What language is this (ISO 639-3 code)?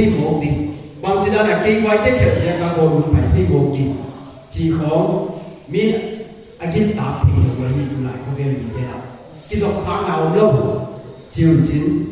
pck